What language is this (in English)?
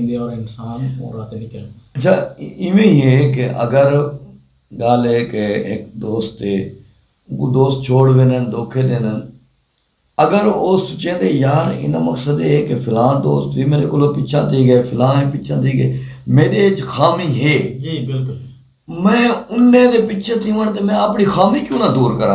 Saraiki